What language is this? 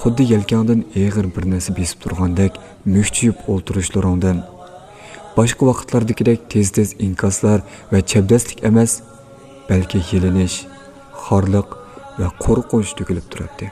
Uyghur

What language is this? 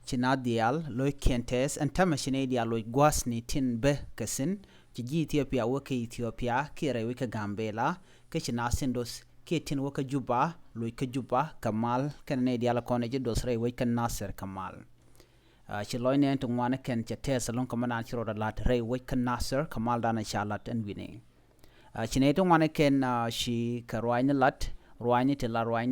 Nuer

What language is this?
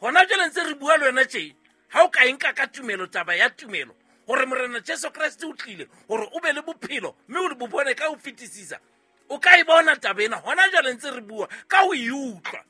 Southern Sotho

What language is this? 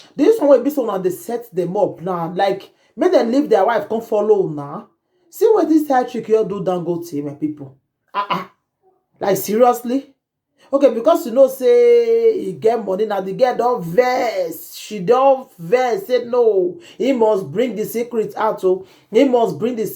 Nigerian Pidgin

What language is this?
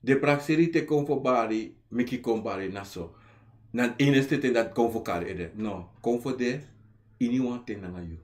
Sranan Tongo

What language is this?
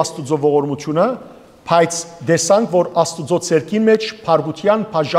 Western Armenian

